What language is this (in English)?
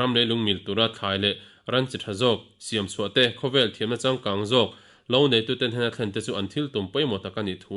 Mizo